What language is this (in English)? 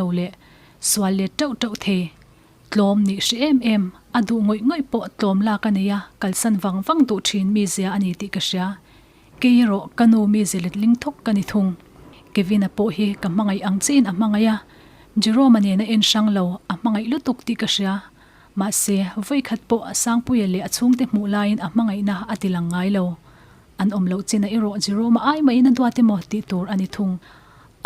Mizo